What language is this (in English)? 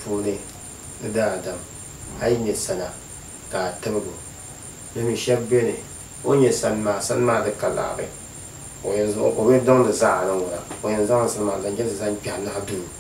Dagbani